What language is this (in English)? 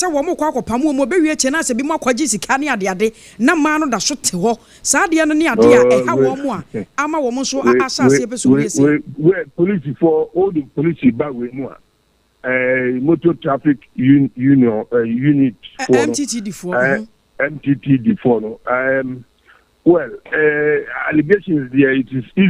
Akan